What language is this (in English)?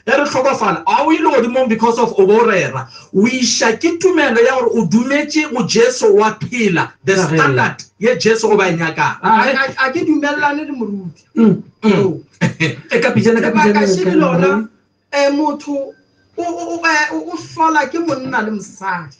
Northern Sotho